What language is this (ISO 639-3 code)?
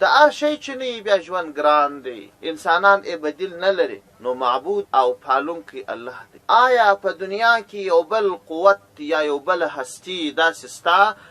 pus